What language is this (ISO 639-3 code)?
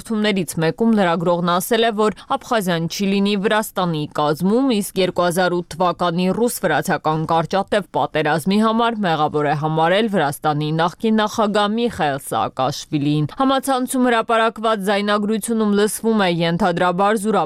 hye